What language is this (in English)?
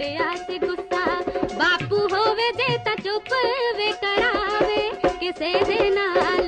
Punjabi